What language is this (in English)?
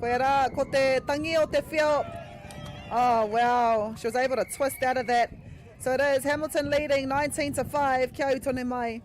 Māori